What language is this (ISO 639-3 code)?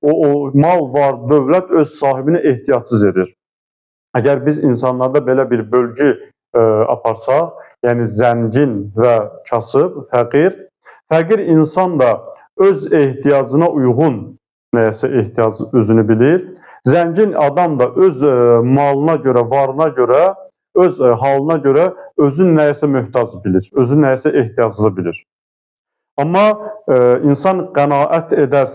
aze